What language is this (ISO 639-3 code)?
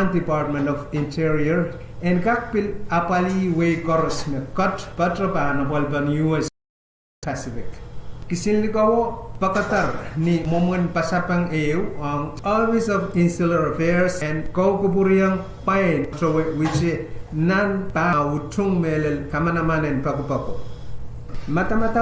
pon